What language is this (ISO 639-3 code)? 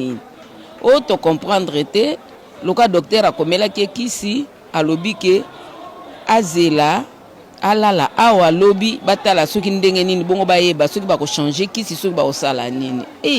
lin